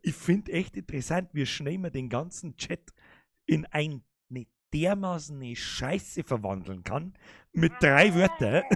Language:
Bavarian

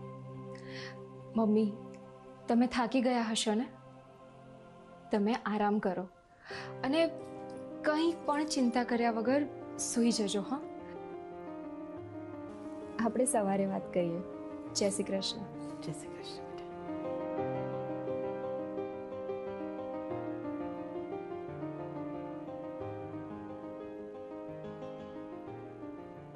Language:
Gujarati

